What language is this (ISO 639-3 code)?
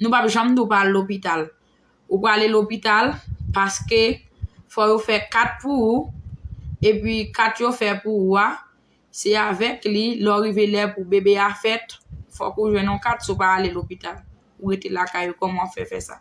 hat